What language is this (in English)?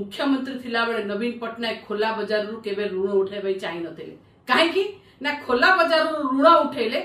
Odia